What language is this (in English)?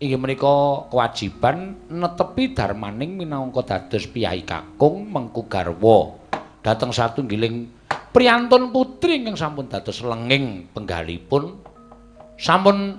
Javanese